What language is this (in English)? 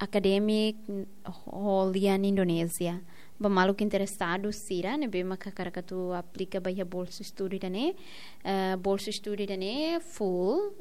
Tetum